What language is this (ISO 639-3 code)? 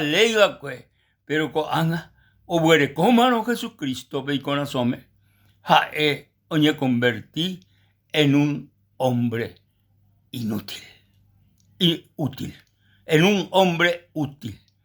grn